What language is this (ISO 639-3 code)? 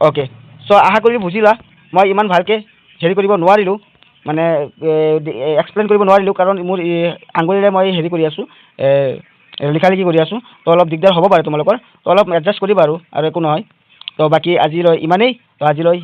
asm